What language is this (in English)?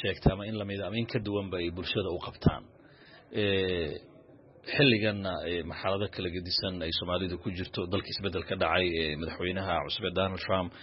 Somali